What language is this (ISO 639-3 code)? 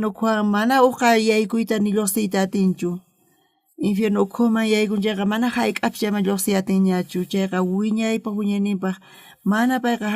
quh